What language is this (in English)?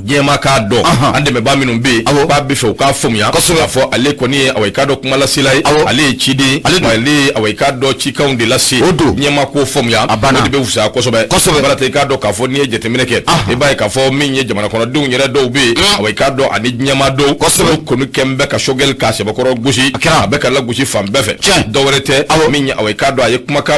Bambara